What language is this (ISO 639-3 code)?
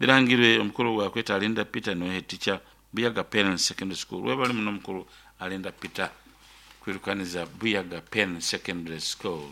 nyo